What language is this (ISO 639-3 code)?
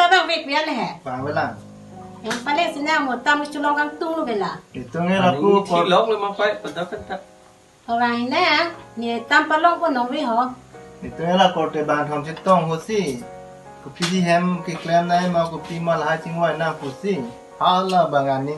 mjw